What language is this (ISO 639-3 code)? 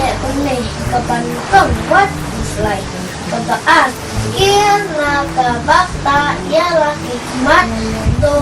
kha